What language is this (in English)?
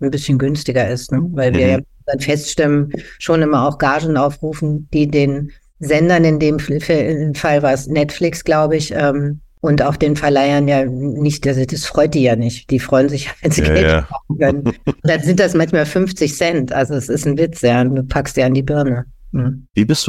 German